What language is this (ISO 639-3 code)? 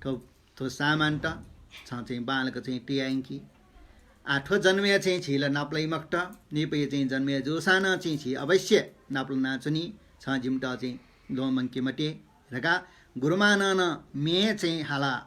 new